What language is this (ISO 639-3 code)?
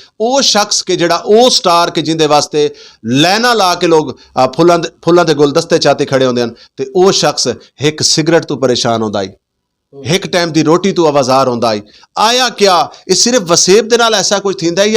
skr